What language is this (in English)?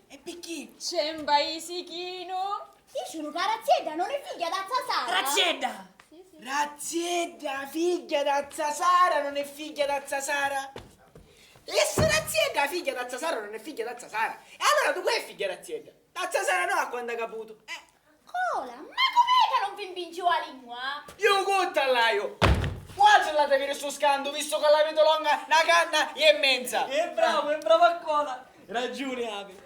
Sicilian